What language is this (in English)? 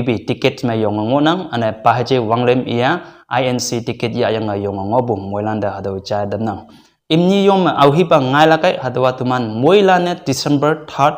Konyak Naga